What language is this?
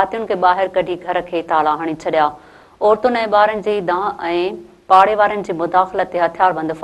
Sindhi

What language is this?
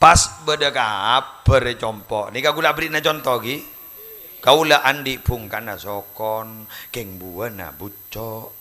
Madurese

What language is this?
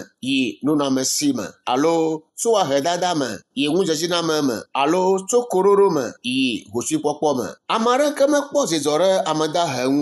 Ewe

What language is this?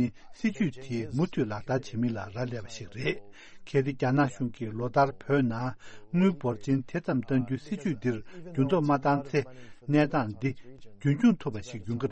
Tibetan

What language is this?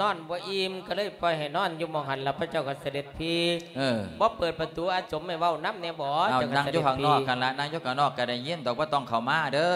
Lao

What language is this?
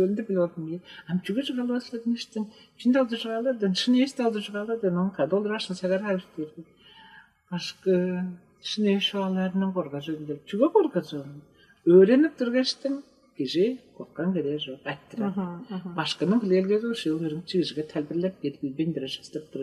Tuvinian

